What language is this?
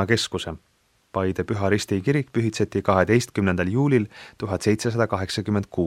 Estonian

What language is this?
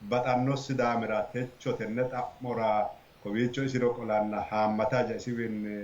Sidamo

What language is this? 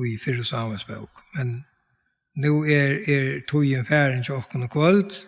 Faroese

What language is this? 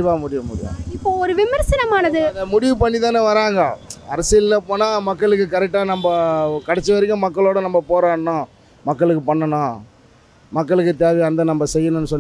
Tamil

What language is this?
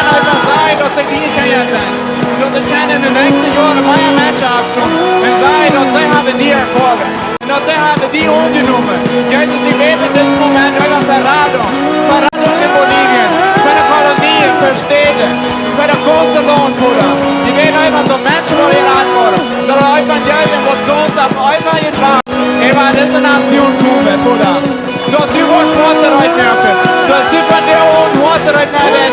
Plautdietsch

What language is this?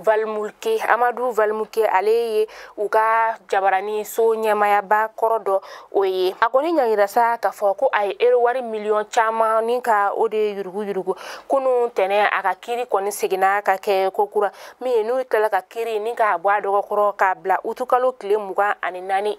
Bambara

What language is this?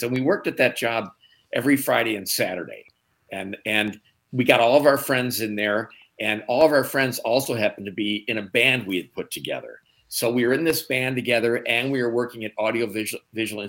English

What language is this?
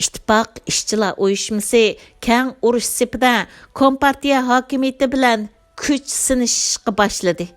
Uyghur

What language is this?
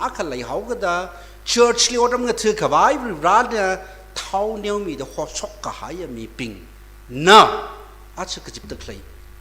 Tangkhul Naga (India)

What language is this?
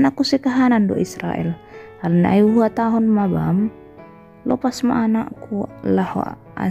Batak Simalungun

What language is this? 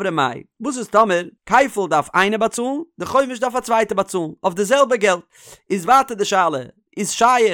Yiddish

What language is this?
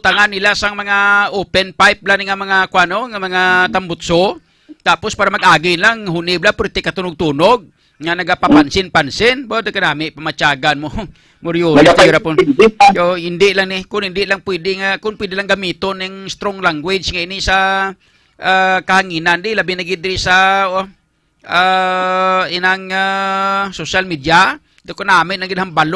Hiligaynon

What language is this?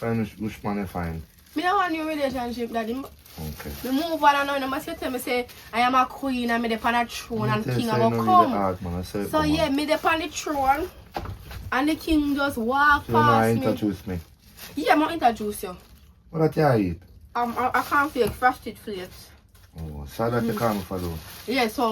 Jamaican Creole English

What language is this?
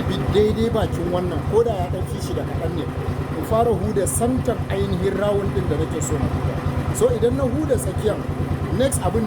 Hausa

